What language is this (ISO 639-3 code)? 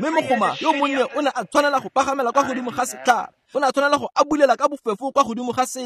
tsn